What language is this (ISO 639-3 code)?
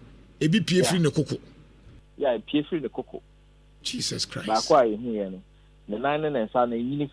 aka